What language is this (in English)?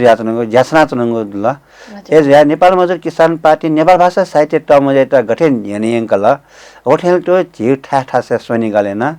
Newari